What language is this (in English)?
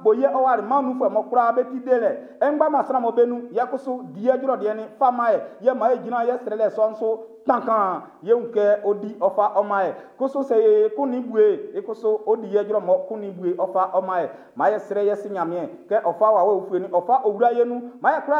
Baoulé